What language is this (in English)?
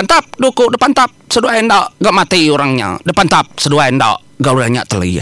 Iban